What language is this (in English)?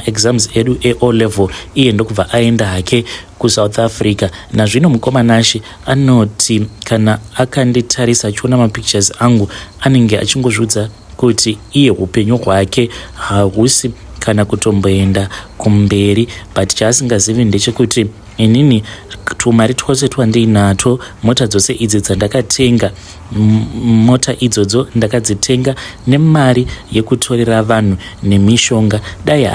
Shona